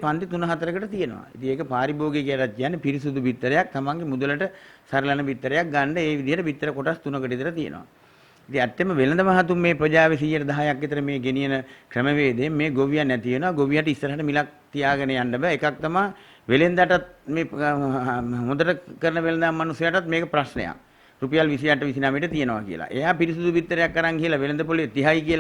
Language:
Sinhala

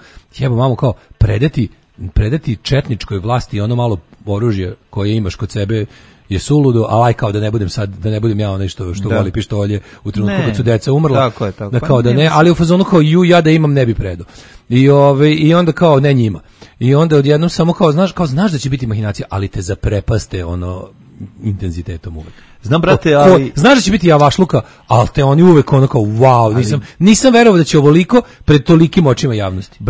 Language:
Serbian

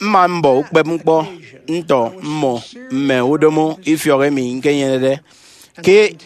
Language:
Efik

